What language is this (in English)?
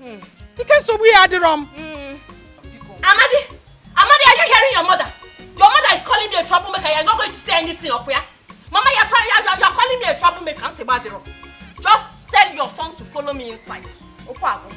Nigerian Pidgin